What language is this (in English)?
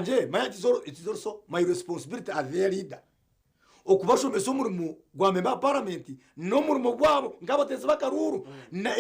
Nyankole